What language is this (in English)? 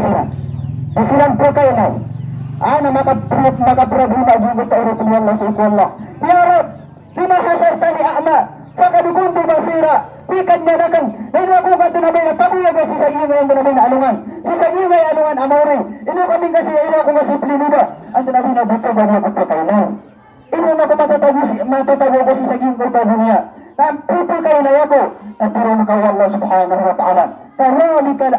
Maranao